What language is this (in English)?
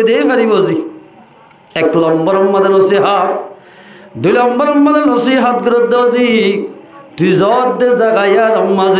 Rohingya